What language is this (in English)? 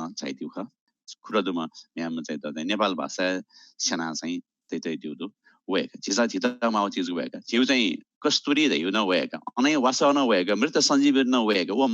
Newari